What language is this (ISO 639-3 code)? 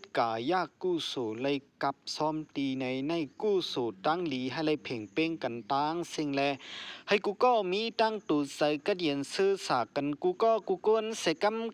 shn